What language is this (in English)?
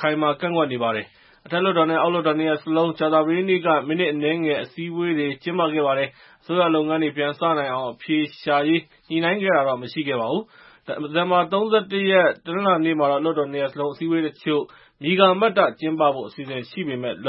Burmese